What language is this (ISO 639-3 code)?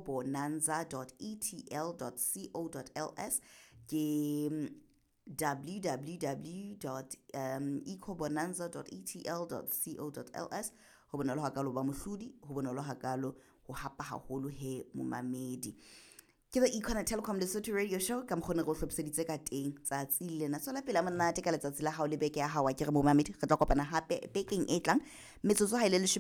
sot